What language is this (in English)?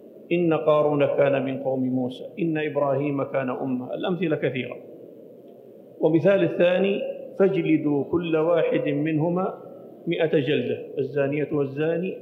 Arabic